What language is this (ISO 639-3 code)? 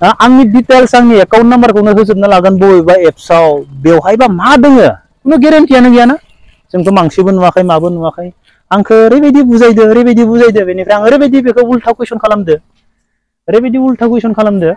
brx